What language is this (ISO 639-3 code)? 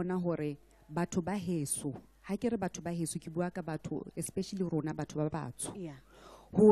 sot